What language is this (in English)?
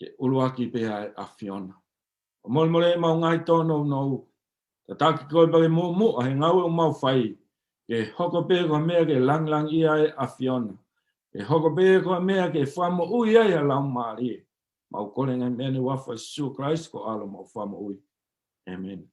Tongan